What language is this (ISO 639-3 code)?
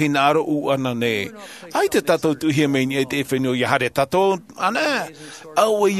tah